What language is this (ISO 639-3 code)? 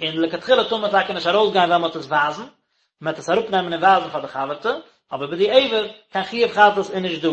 yid